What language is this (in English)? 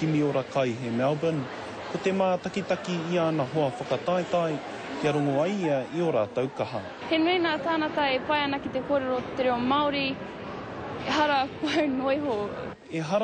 Māori